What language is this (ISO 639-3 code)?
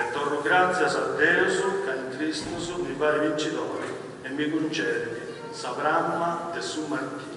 srd